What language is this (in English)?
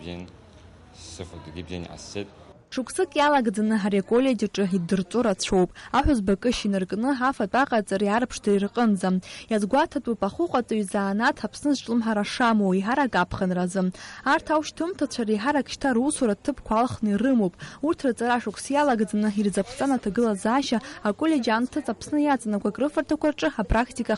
Abkhazian